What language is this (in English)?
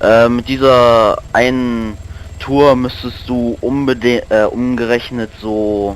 Swiss German